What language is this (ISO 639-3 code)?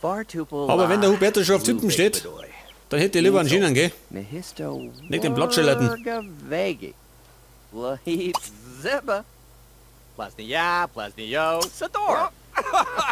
bar